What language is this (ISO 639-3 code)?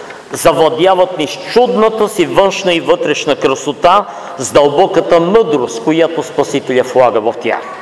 bul